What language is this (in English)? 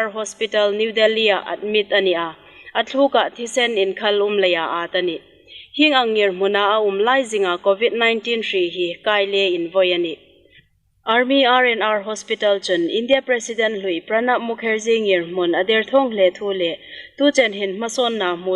Hmar